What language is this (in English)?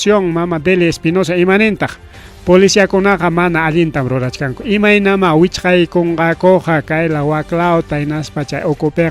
Ayacucho Quechua